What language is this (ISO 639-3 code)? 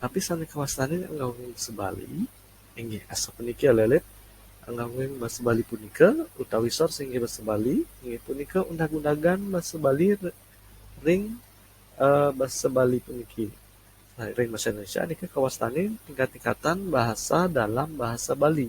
ban